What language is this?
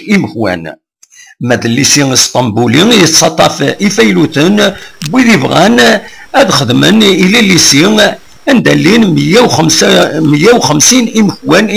Kabyle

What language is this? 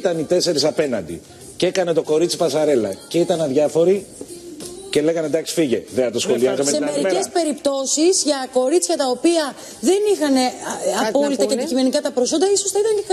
Greek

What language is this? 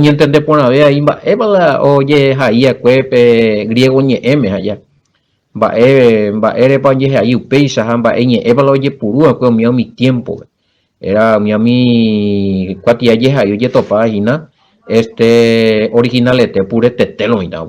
Guarani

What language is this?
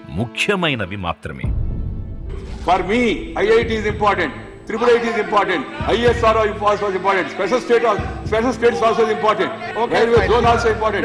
Telugu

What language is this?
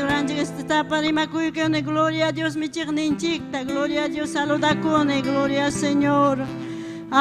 Ayacucho Quechua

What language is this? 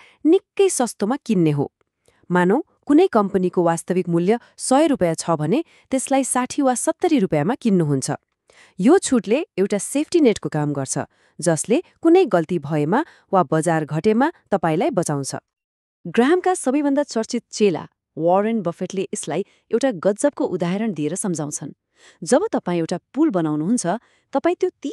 Nepali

